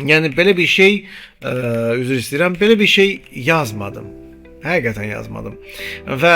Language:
Azerbaijani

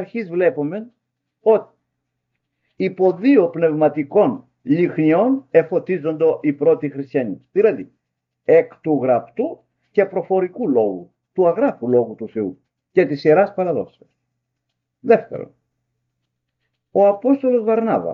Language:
Greek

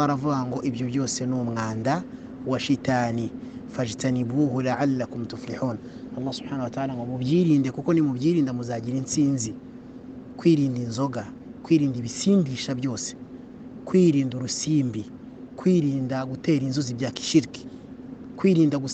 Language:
Kinyarwanda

